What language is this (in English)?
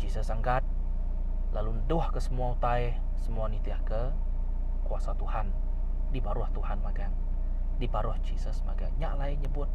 Iban